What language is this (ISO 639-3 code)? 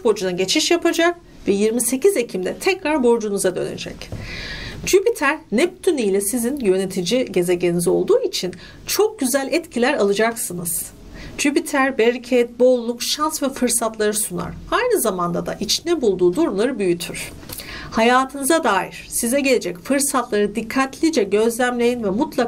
tur